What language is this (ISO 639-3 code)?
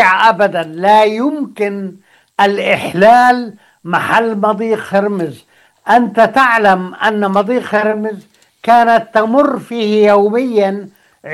ara